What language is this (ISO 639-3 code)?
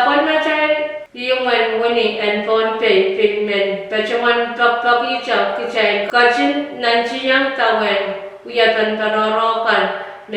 pon